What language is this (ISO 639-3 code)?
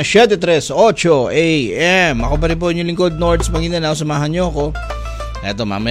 fil